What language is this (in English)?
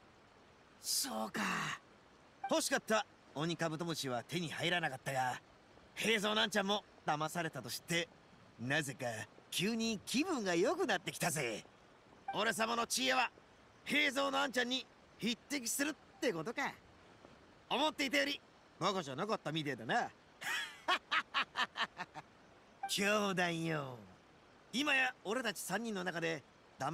Japanese